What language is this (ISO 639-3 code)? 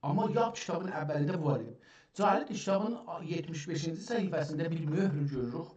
azb